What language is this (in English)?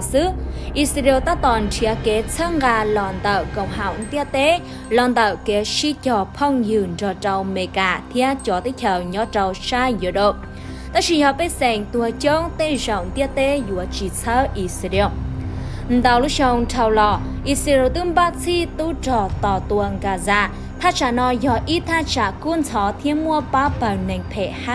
Hmong